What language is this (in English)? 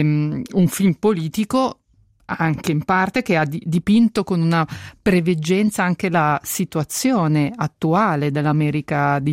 Italian